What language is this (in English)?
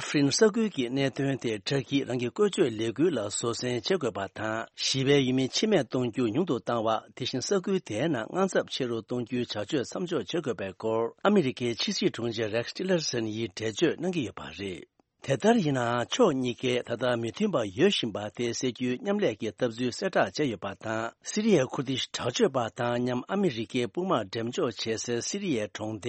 Tibetan